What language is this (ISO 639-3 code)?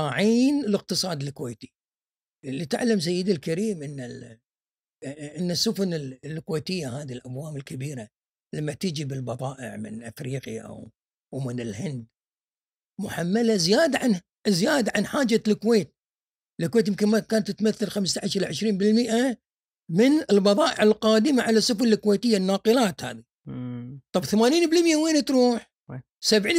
afb